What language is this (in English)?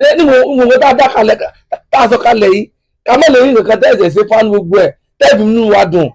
Yoruba